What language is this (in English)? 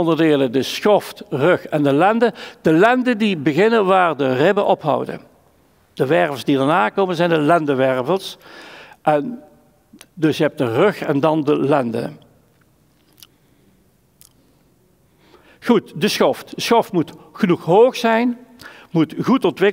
Dutch